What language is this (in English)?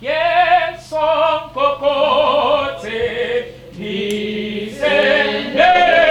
Venda